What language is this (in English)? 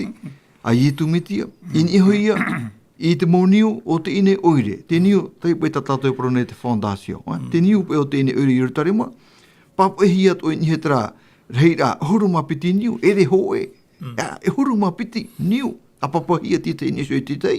Tahitian